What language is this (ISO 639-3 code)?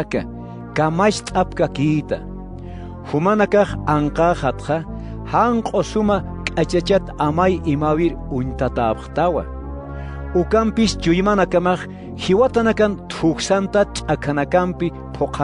aym